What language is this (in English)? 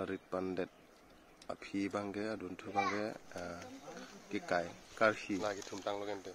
Karbi